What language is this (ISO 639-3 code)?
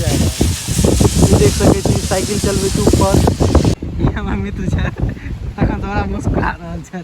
mai